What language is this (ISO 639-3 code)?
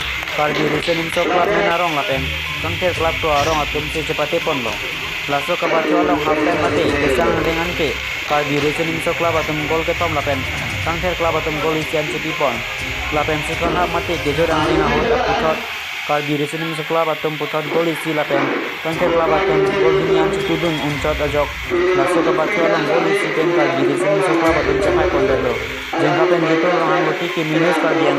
mjw